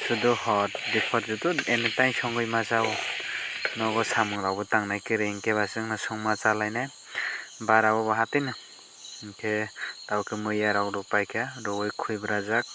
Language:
Kok Borok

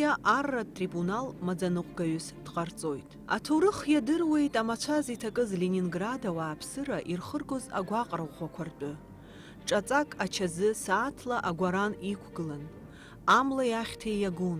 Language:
Abkhazian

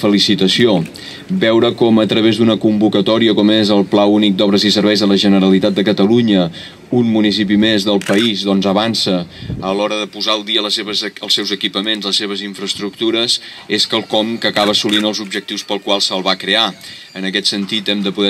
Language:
Catalan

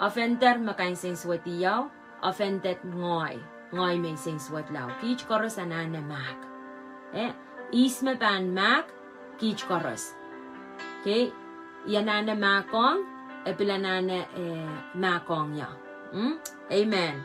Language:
Pohnpeian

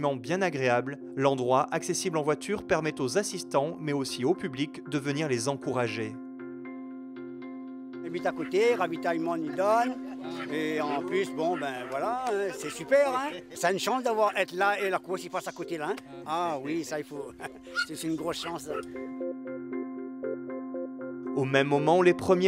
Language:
French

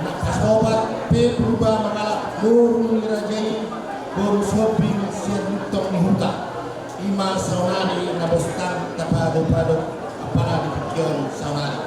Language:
Batak Toba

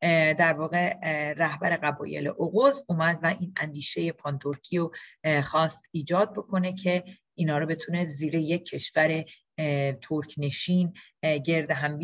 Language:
Persian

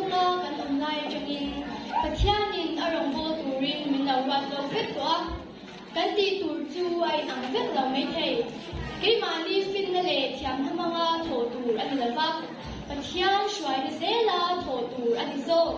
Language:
Mizo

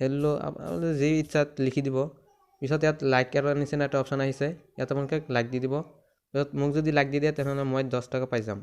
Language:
Assamese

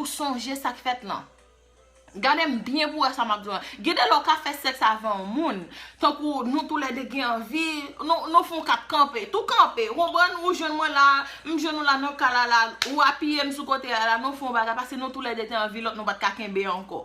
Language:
Haitian Creole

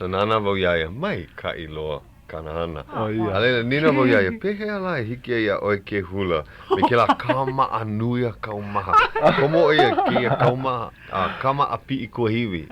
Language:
Hawaiian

